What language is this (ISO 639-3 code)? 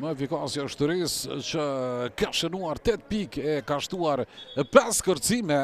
sqi